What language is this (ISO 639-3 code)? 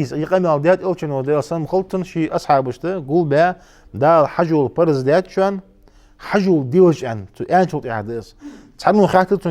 inh